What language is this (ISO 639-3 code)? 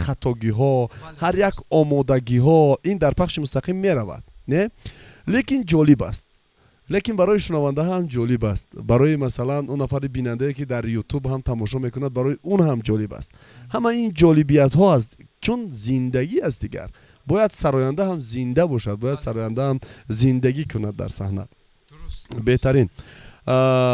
tgk